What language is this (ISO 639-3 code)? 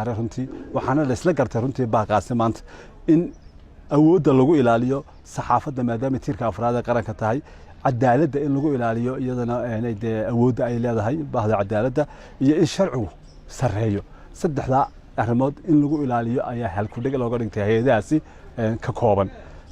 som